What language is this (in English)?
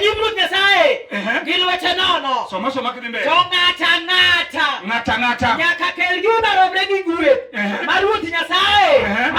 Luo (Kenya and Tanzania)